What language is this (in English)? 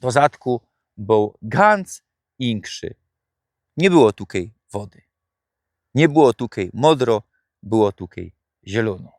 Silesian